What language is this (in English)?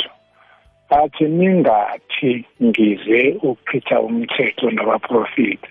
South Ndebele